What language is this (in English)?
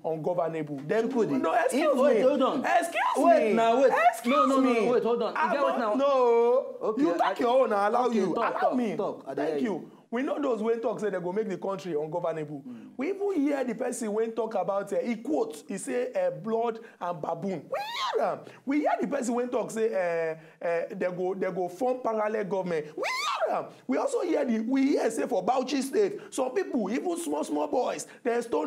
Nigerian Pidgin